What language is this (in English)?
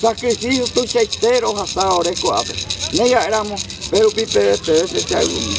Guarani